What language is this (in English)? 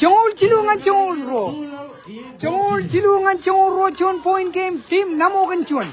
Marshallese